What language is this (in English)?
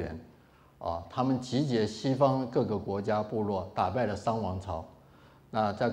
Chinese